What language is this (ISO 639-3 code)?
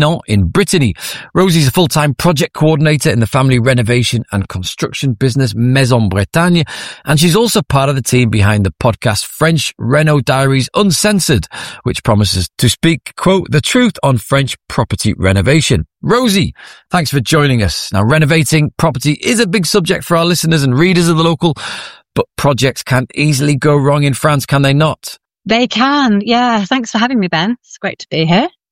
eng